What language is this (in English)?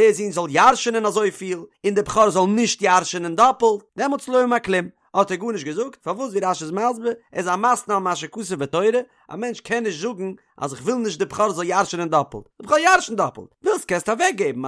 Yiddish